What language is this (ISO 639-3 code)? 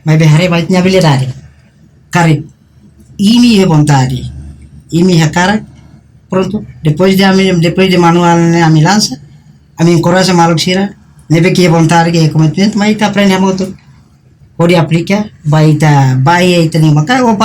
tet